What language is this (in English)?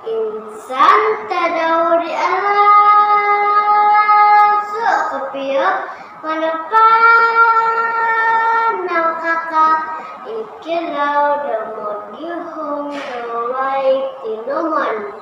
Central Dusun